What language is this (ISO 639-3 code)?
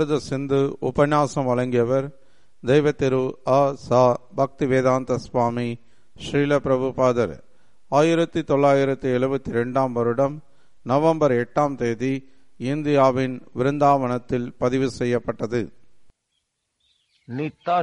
tam